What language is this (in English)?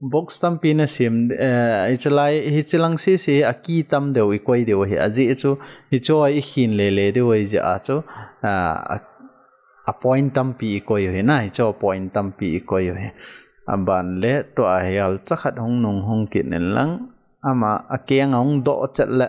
Thado Chin